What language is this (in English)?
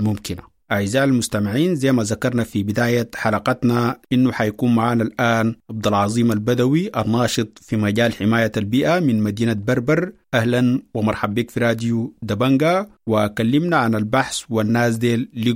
Sudanese Arabic